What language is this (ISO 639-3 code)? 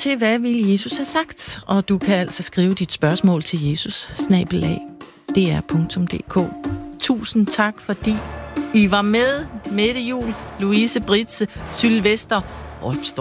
dan